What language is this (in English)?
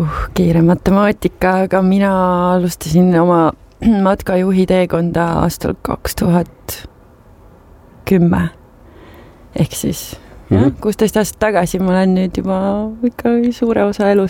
Estonian